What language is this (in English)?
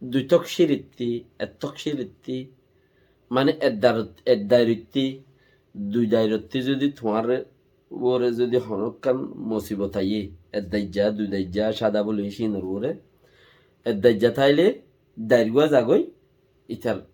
Rohingya